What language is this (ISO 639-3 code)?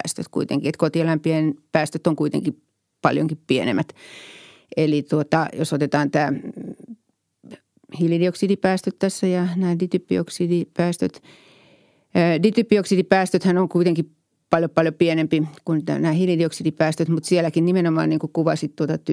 fin